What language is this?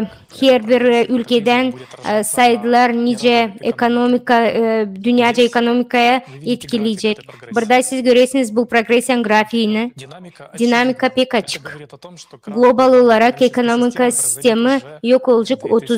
Gagauz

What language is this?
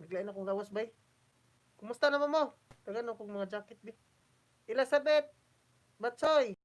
Cebuano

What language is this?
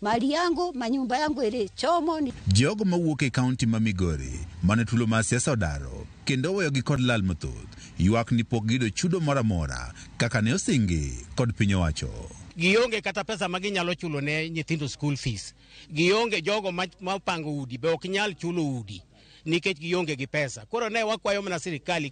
Luo (Kenya and Tanzania)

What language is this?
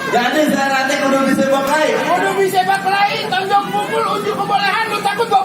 Betawi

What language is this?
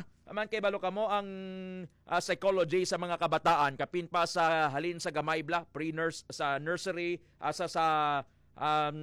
Hiligaynon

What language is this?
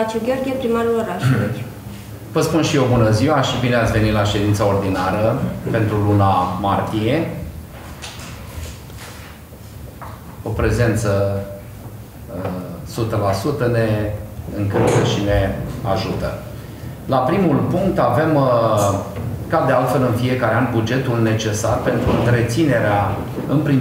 Romanian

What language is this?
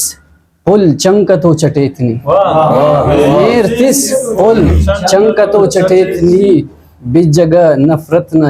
Brahui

